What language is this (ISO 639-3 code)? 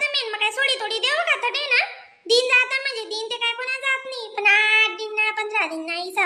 khn